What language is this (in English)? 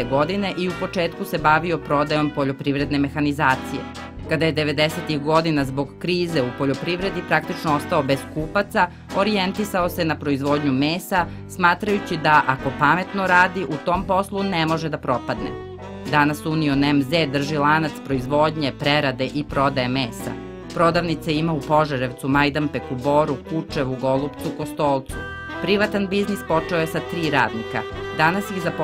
Serbian